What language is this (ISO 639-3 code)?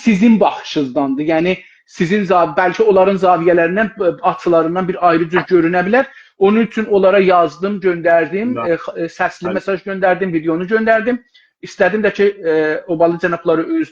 azb